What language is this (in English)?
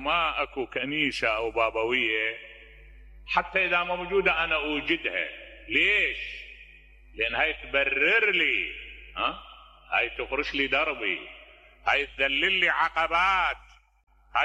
Mesopotamian Arabic